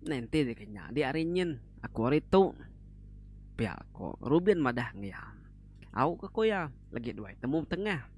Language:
Iban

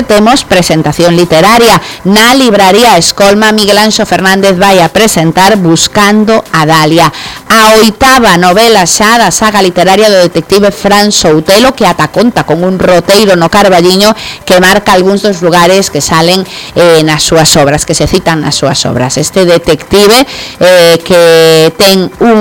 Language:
Galician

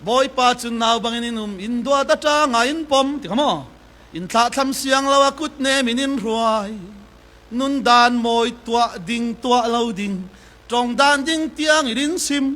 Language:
Falam Chin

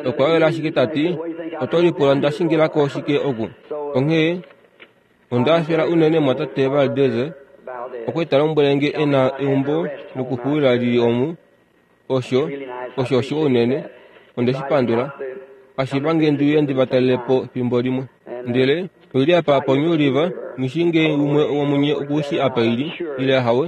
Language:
Kuanyama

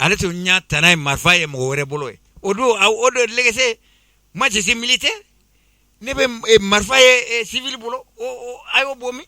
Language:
Bambara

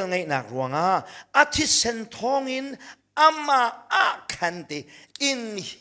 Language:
Hakha Chin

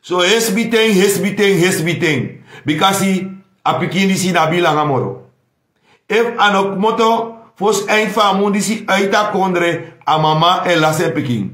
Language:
Sranan Tongo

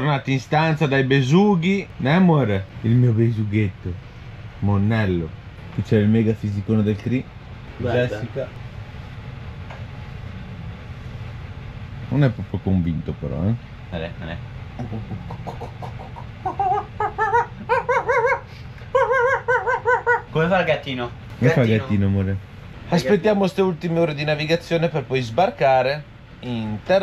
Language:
Italian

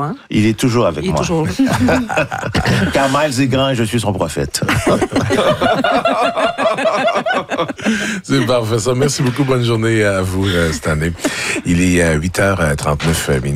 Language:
French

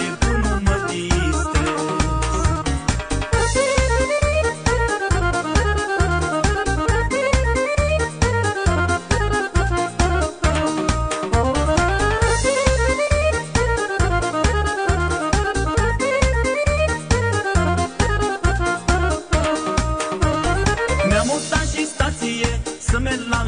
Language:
Romanian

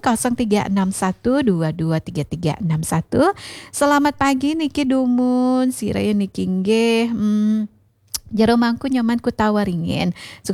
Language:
Balinese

